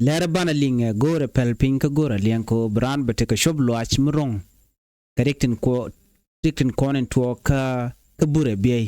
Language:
Nuer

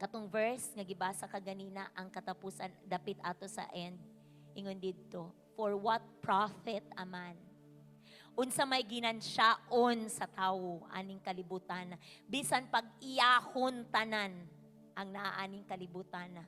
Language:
Cebuano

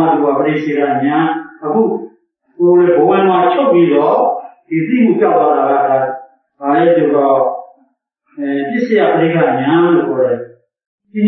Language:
Burmese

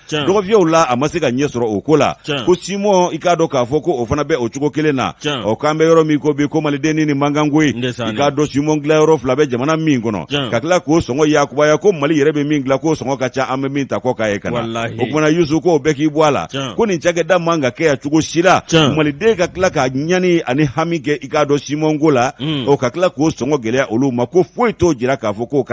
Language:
Bambara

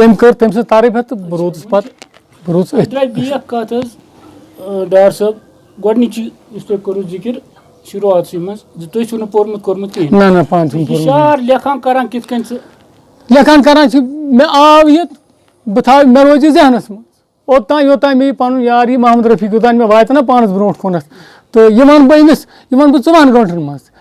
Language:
Kashmiri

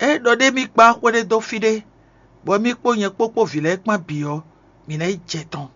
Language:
Fon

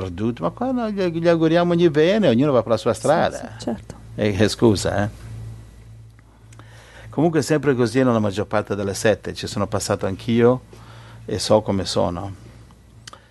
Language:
Italian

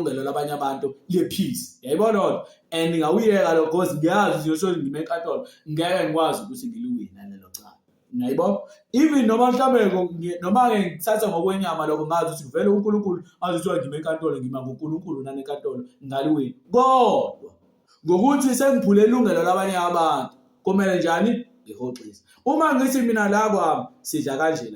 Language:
Zulu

